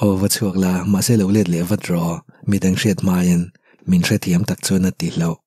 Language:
Mizo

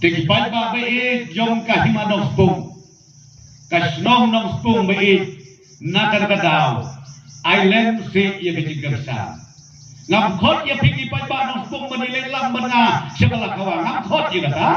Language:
Khasi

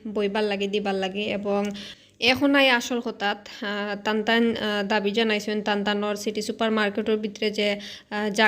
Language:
Sylheti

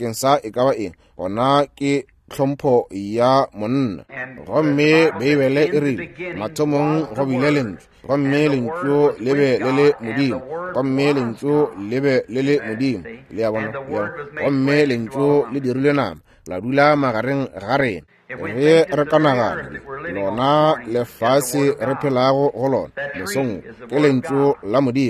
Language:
Northern Sotho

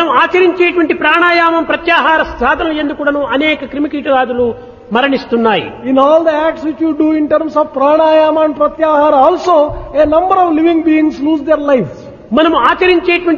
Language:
Telugu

